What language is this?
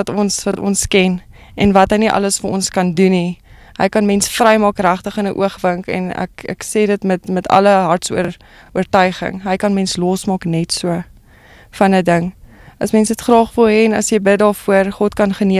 Afrikaans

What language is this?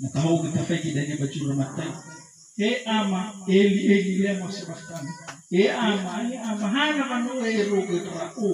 Nias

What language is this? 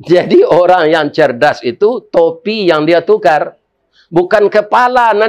Minangkabau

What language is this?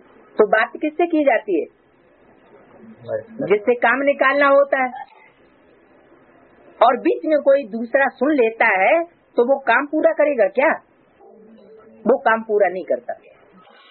Hindi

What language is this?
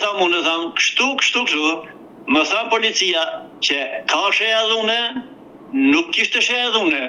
Albanian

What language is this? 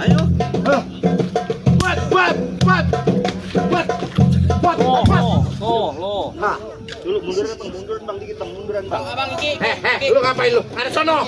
Betawi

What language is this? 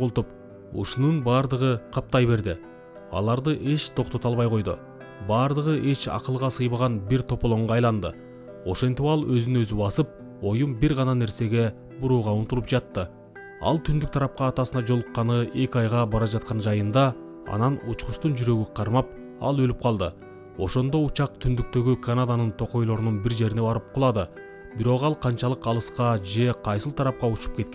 Kyrgyz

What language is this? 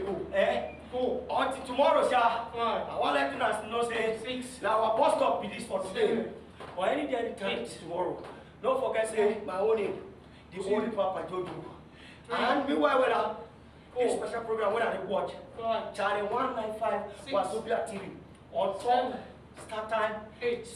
Nigerian Pidgin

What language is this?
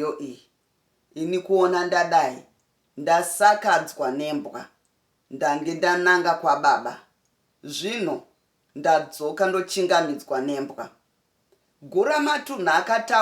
Shona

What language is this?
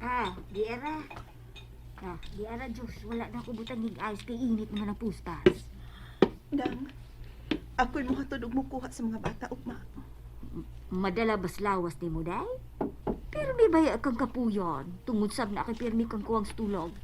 Cebuano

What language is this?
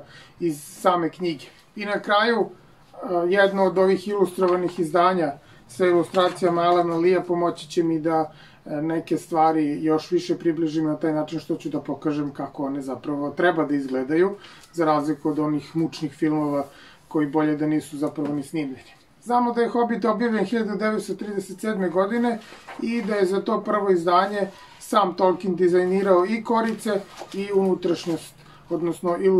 Serbian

